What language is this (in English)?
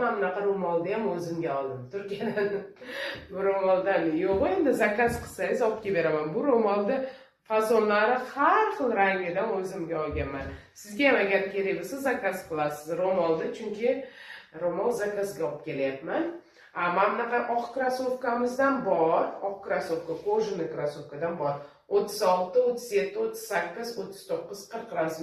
Uzbek